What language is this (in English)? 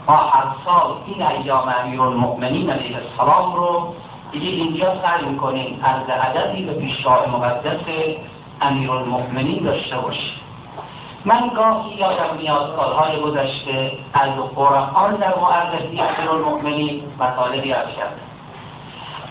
Persian